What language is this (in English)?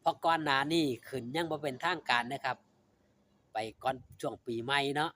Lao